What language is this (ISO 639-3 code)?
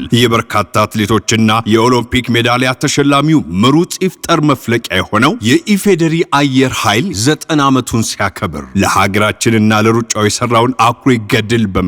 amh